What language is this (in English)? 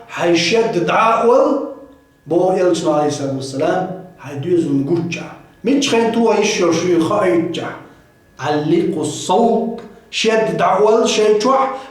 Chechen